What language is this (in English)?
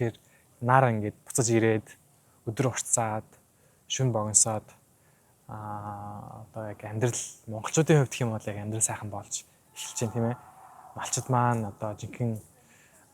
Mongolian